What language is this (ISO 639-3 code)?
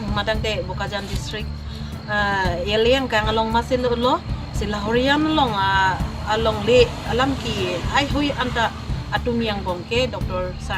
mjw